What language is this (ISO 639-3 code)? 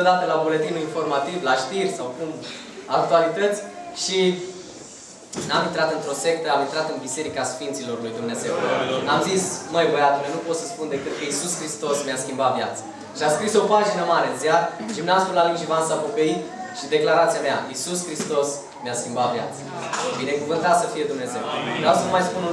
ron